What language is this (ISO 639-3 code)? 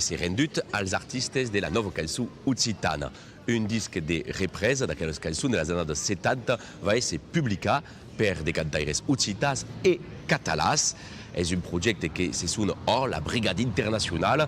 oci